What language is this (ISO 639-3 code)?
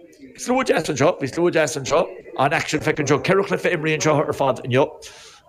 gle